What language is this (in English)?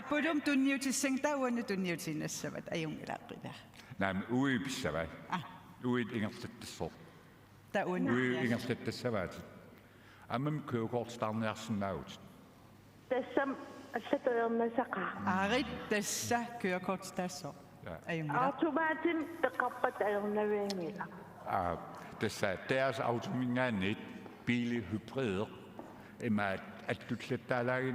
Kalaallisut